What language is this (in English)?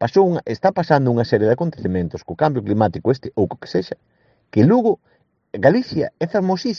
Galician